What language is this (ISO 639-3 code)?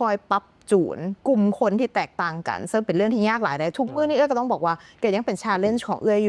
lao